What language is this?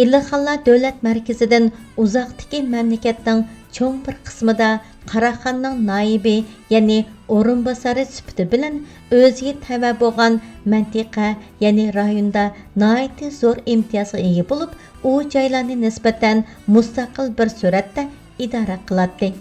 Uyghur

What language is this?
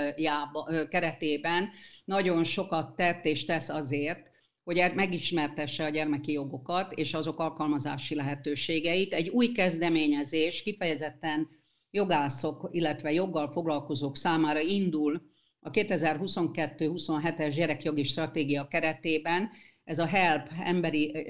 Hungarian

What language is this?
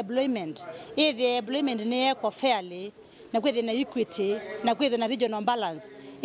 Kamba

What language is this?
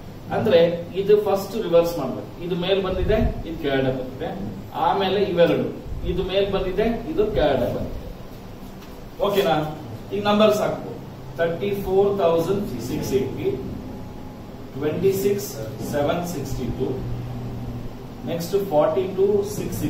Kannada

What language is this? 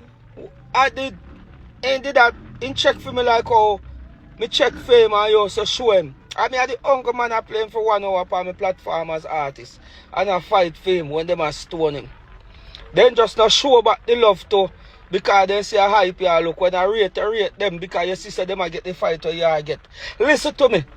Jamaican Creole English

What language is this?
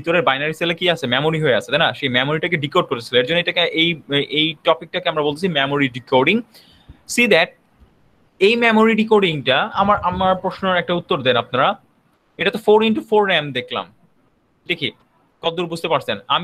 Bangla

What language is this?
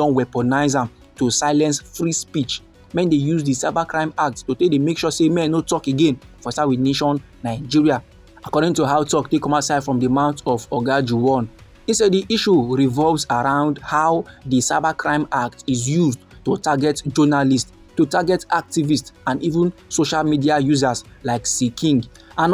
Nigerian Pidgin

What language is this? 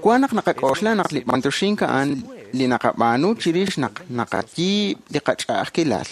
Kekchí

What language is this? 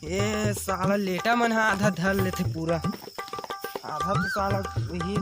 Chhattisgarhi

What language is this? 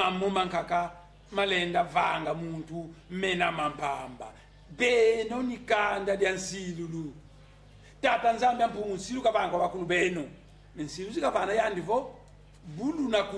Kongo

